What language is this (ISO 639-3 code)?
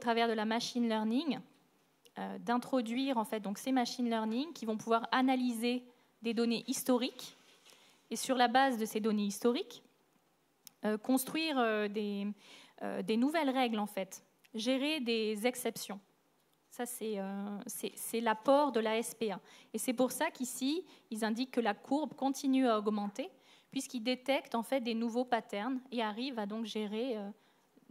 fra